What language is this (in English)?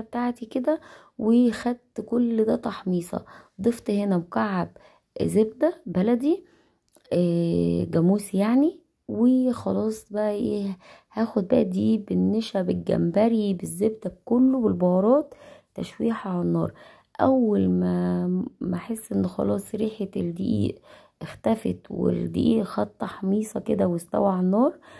Egyptian Arabic